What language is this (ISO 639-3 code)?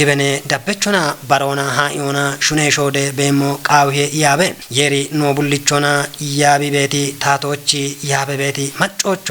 kbr